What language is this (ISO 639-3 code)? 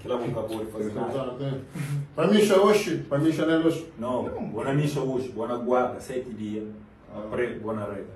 kea